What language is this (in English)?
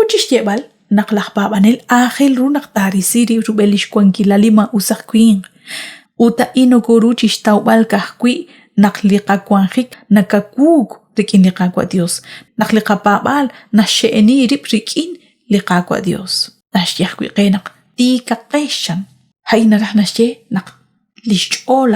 Kekchí